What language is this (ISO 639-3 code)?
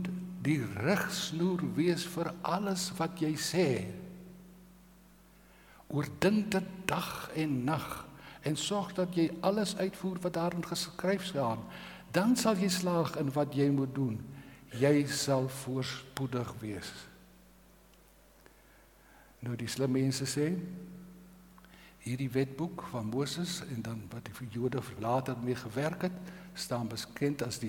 afr